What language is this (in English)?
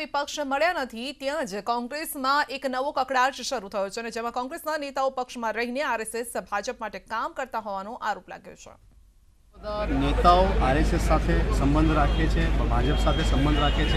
Gujarati